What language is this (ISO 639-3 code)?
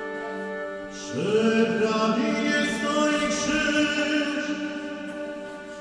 pol